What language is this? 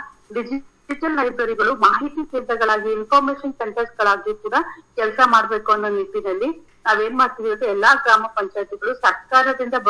Kannada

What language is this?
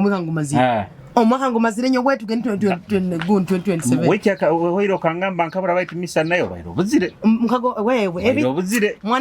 Nyoro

